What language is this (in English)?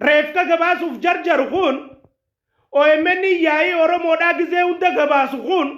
Oromo